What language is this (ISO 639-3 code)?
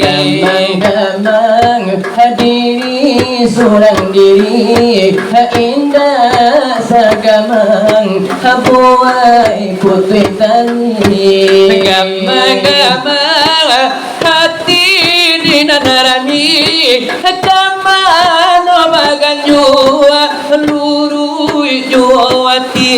min